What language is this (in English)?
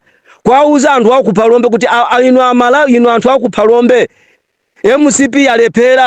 Nyanja